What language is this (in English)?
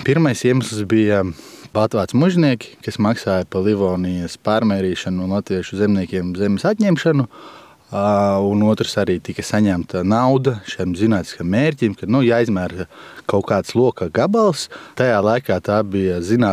Latvian